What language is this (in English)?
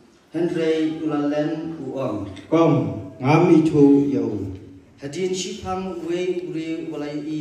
Khasi